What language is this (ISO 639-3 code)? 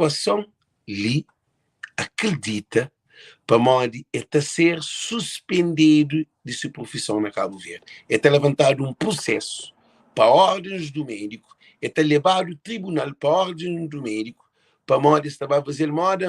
kea